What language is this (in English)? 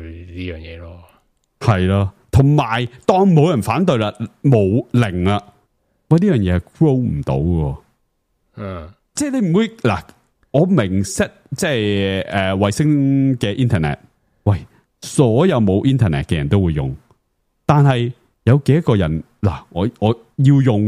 Cantonese